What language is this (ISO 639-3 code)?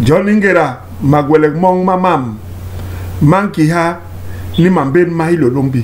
bas